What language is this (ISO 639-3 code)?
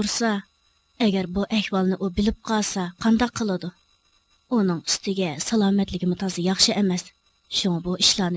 uig